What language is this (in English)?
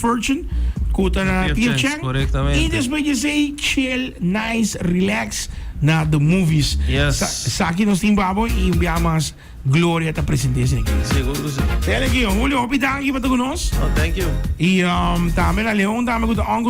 Papiamento